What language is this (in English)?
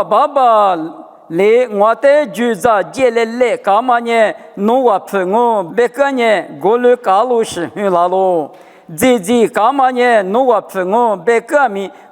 Lisu